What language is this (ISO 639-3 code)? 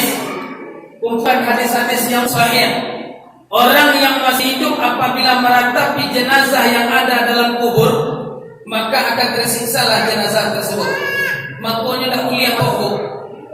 min